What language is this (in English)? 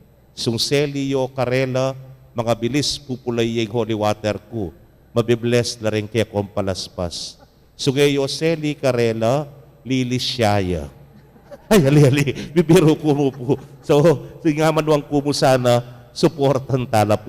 Pampanga